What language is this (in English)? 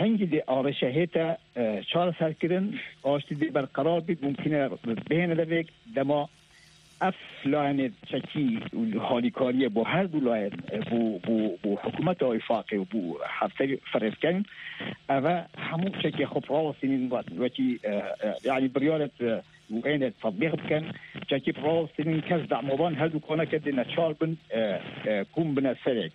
Kurdish